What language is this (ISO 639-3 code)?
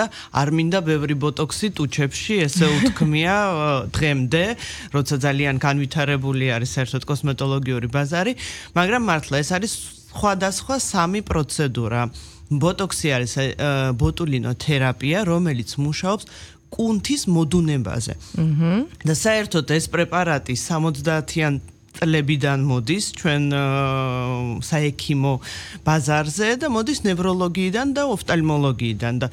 kat